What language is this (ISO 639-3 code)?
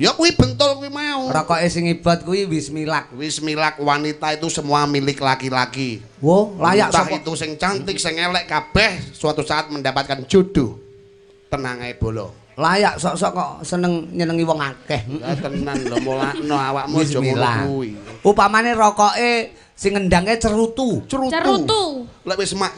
jav